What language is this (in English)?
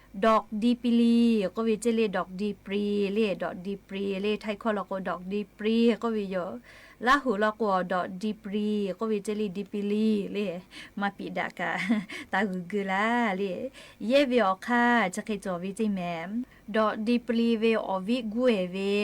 Lahu